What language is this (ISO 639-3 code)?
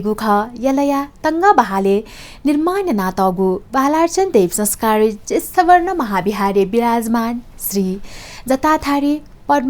new